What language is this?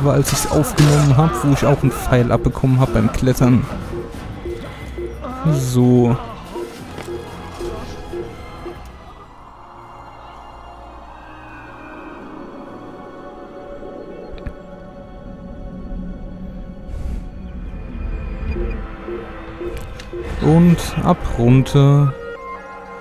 German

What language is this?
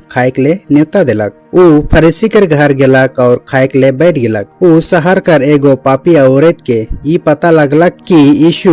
Sadri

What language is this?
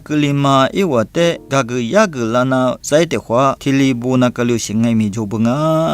Lisu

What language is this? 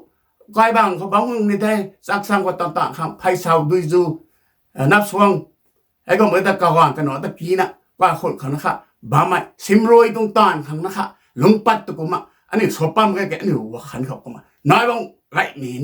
Rongmei Naga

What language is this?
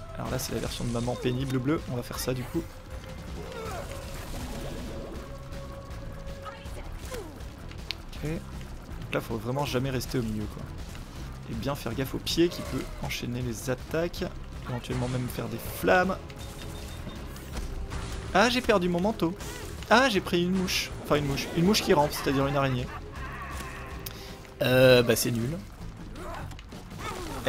French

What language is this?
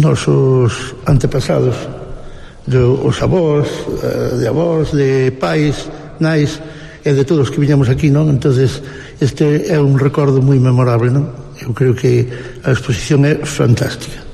Galician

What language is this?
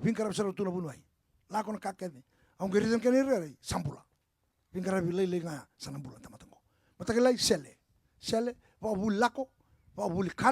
Fijian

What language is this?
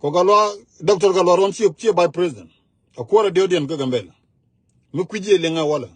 Nuer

